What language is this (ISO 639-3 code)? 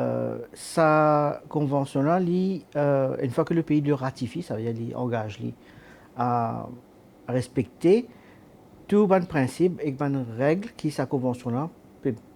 mfe